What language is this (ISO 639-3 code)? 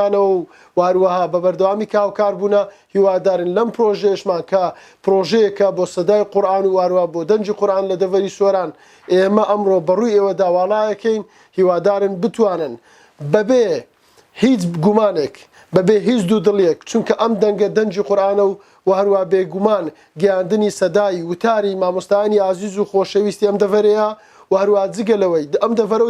ckb